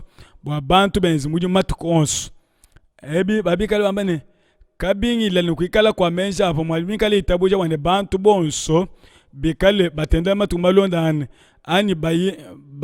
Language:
Luba-Lulua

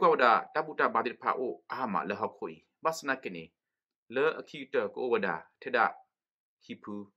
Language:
S'gaw Karen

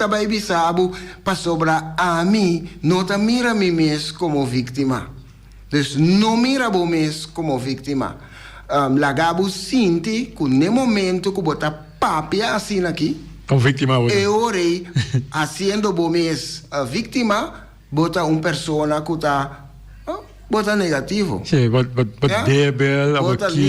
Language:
Papiamento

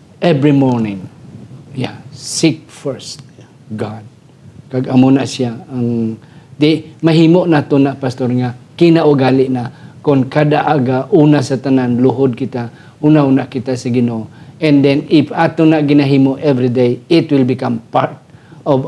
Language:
Hiligaynon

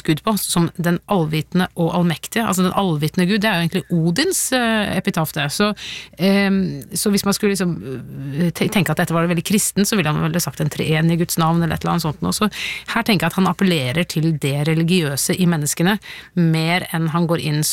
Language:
Norwegian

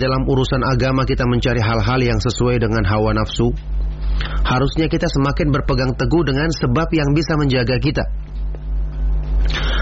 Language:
Indonesian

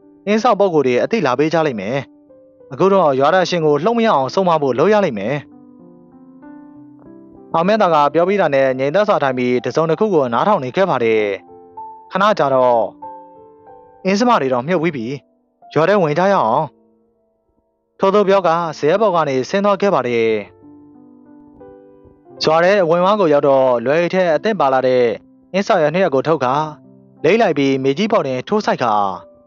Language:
Burmese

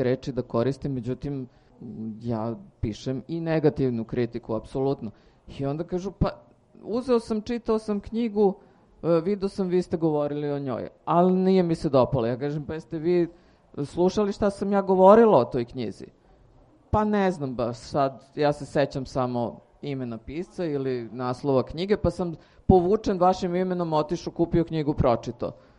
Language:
Serbian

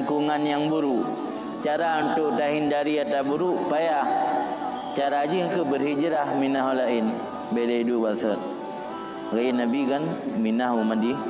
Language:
Achinese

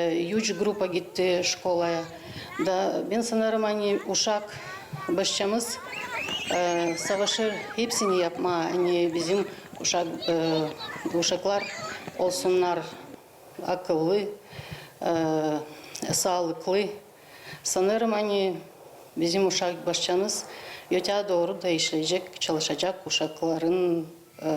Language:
Gagauz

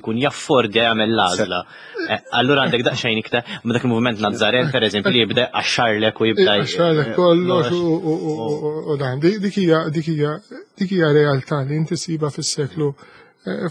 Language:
Maltese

